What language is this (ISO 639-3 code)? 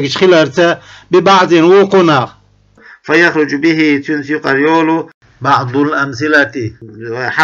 che